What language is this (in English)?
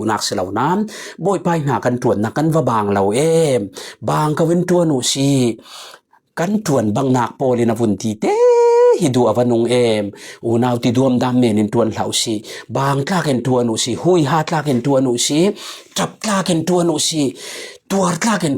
Falam Chin